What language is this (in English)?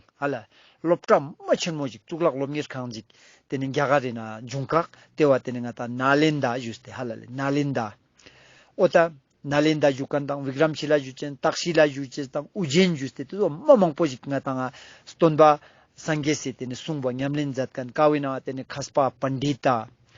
Ladakhi